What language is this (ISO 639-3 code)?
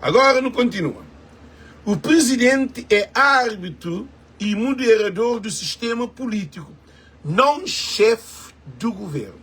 kea